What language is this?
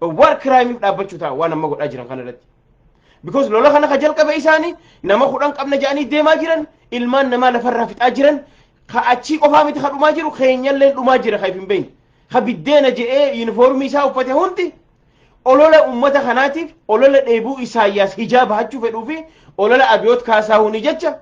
Oromo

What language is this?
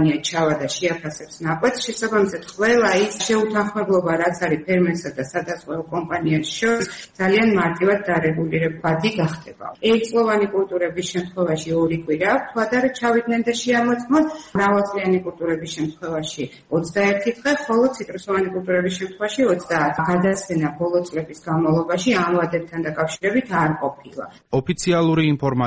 Georgian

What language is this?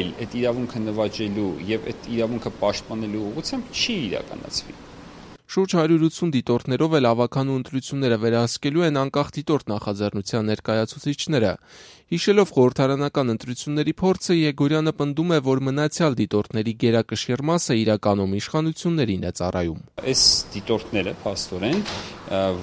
Armenian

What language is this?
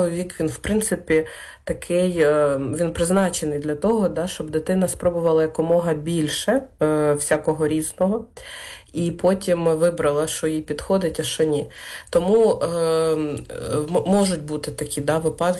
Ukrainian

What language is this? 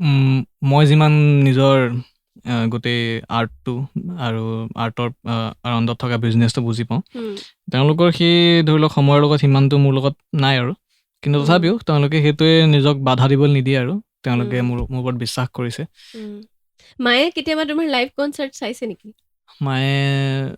Assamese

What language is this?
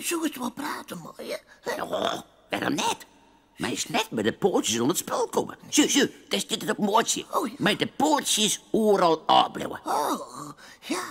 Western Frisian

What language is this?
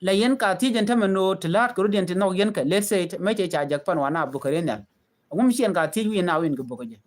Nuer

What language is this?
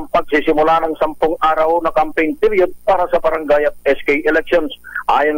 Filipino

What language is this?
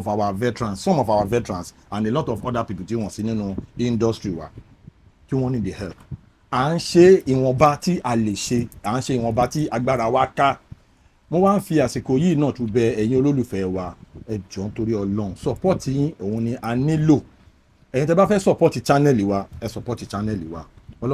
Yoruba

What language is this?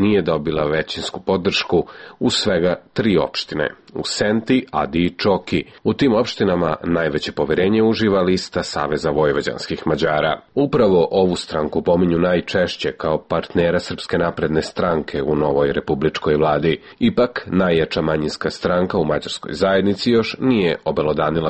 Serbian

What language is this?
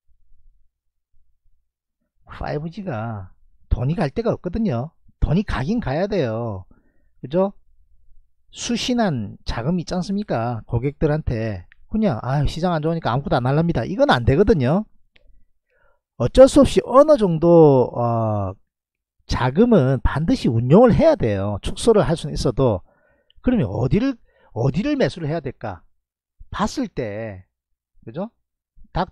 Korean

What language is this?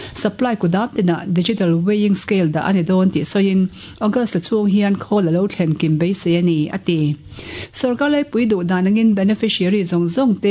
Mizo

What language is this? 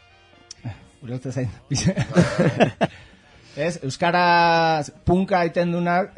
Basque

